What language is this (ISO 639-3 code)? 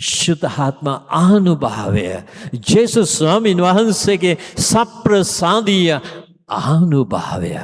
sin